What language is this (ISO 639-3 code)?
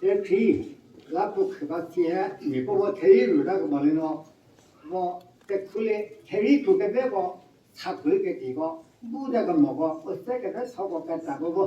nri